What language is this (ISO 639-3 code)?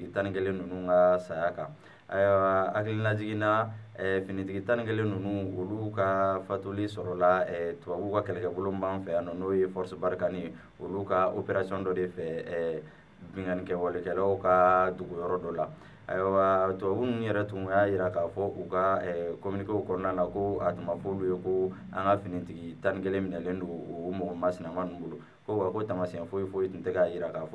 bam